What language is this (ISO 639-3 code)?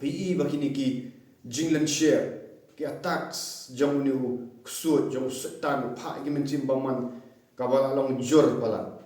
kha